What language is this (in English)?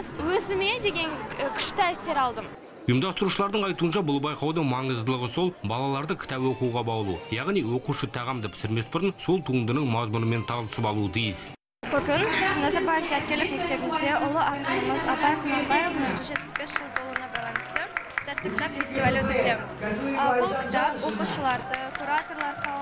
Kazakh